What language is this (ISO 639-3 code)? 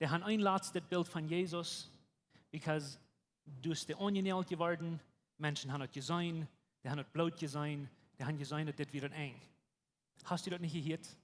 pdt